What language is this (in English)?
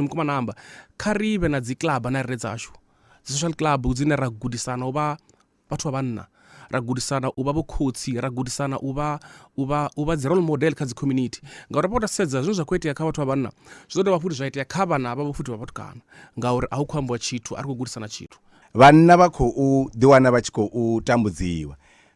Venda